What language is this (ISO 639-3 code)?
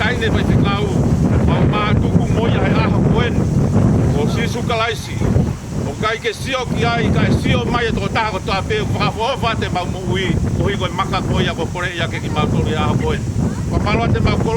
ton